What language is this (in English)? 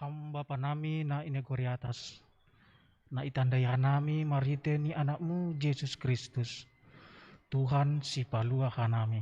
Batak Simalungun